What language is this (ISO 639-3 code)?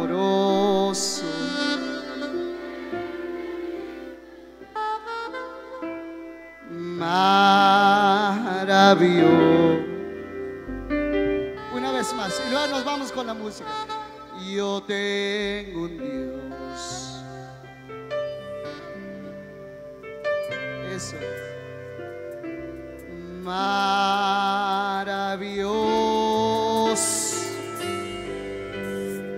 spa